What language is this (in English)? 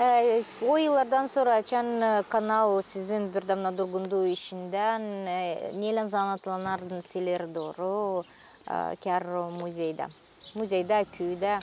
Gagauz